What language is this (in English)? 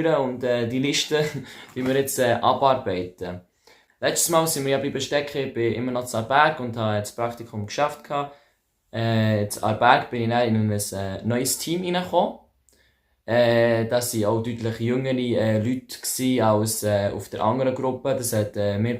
Swiss German